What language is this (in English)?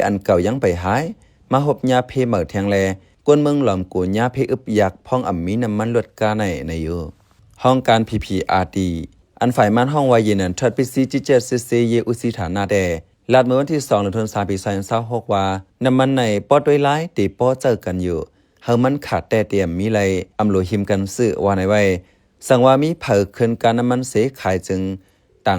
Shan